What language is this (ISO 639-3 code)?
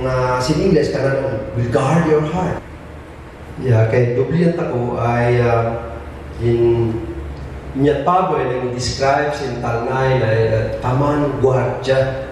kne